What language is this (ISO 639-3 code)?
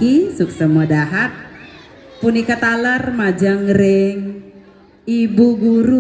ban